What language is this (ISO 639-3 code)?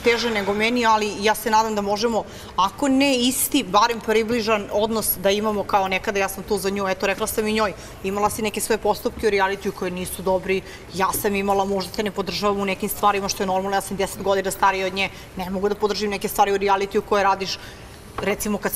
srp